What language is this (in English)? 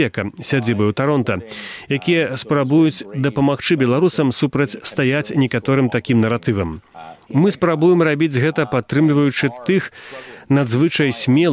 Belarusian